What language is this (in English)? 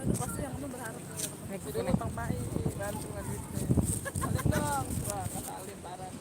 Betawi